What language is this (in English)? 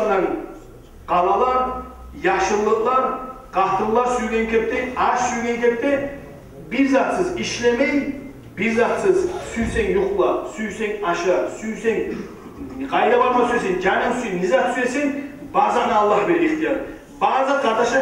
Kumyk